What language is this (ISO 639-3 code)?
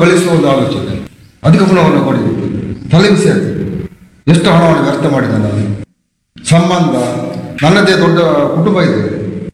kan